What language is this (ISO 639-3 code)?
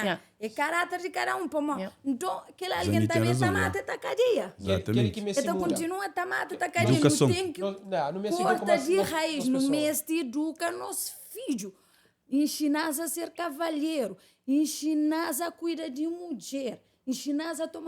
kea